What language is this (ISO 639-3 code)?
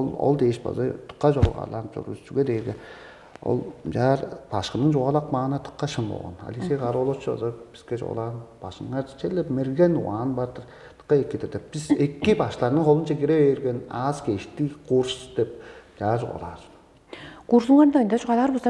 tyv